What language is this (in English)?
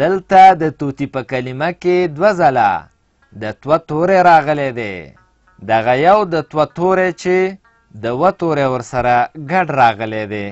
Pashto